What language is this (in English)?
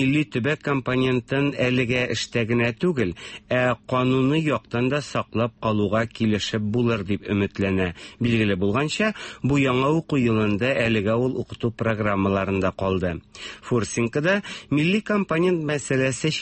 Tatar